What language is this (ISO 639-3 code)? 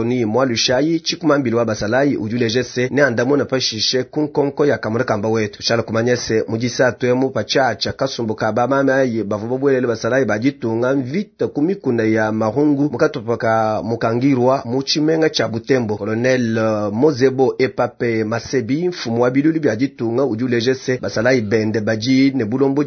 lua